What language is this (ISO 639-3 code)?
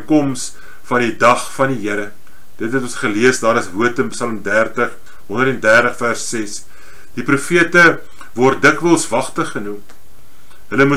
afr